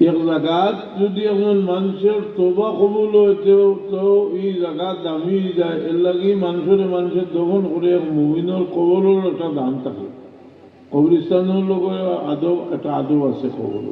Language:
Sylheti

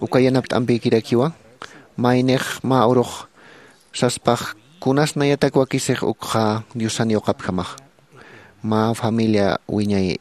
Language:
Aymara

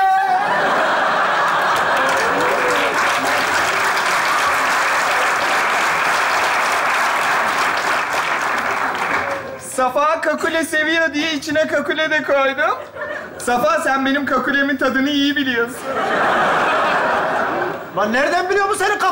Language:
Turkish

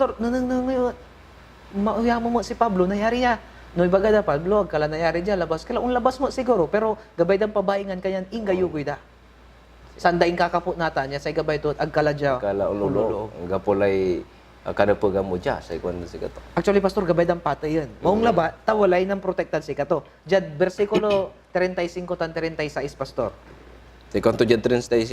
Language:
Pangasinan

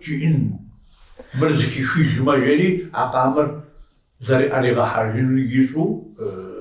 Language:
Kabardian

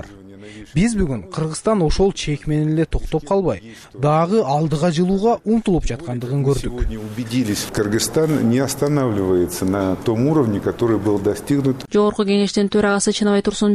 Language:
Kyrgyz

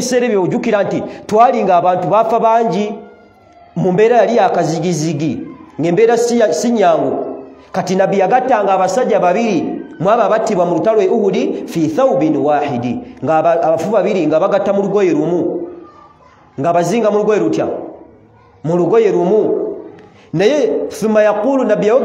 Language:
Ganda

